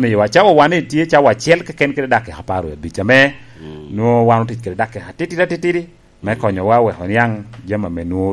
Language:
Lango (Uganda)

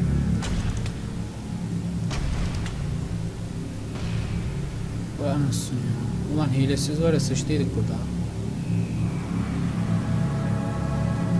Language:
Turkish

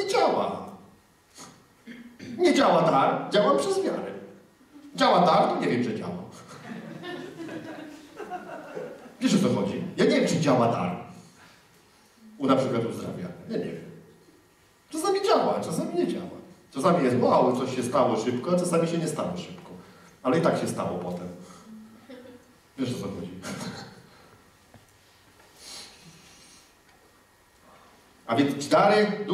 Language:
Polish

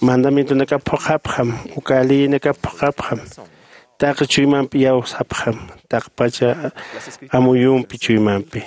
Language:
Aymara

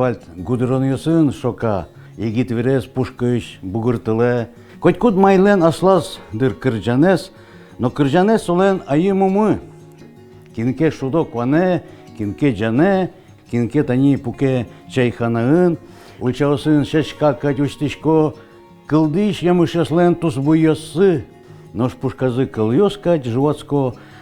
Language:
Udmurt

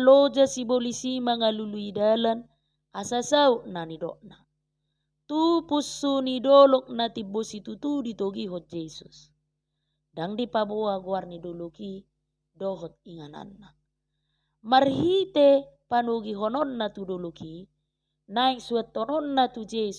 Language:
Batak Toba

